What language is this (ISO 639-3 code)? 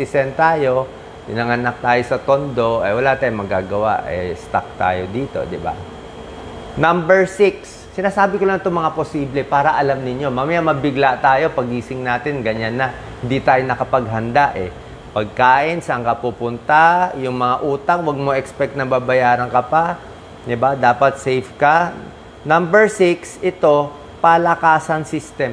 fil